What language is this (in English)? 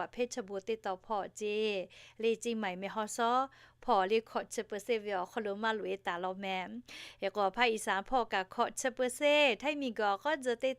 Lahu